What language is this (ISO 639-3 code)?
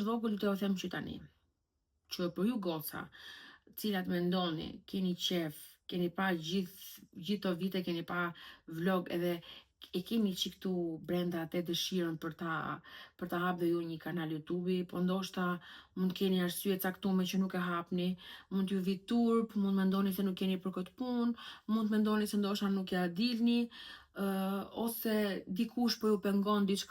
sqi